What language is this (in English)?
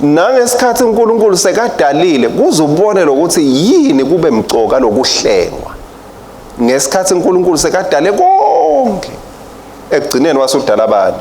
Swati